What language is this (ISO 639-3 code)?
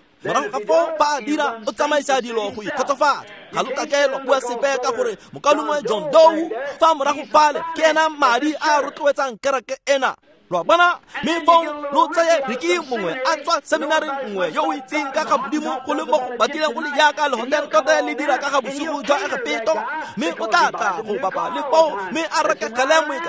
tsn